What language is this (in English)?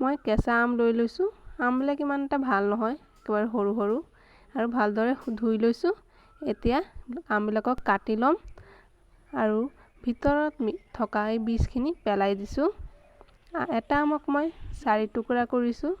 Assamese